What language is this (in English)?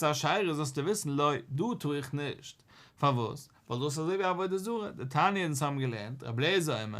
Yiddish